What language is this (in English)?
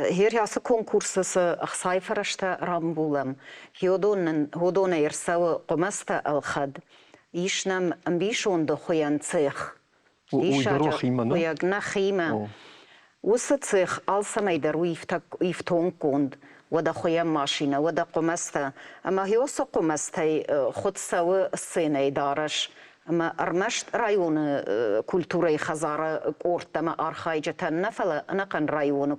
Ossetic